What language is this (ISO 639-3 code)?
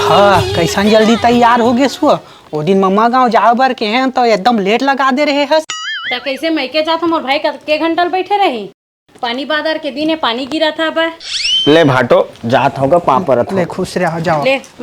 hne